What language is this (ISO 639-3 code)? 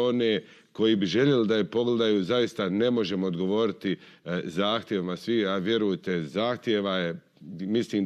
hrv